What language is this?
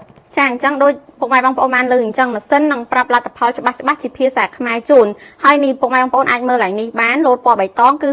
Khmer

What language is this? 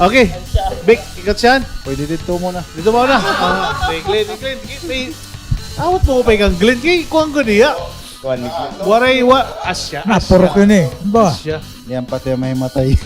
Waray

